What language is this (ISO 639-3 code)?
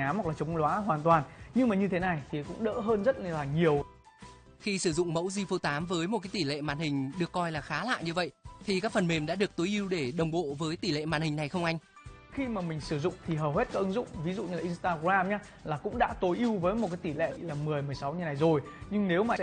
vie